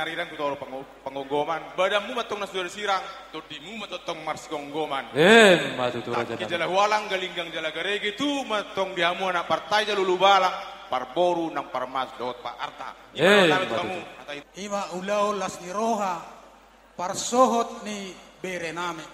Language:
Batak Toba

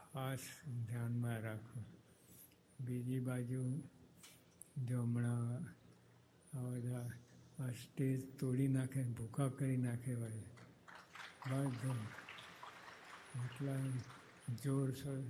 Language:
Gujarati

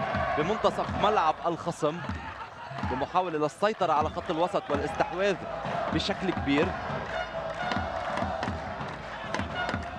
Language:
North Levantine Arabic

